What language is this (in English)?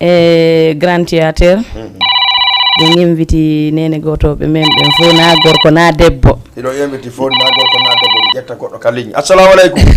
Fula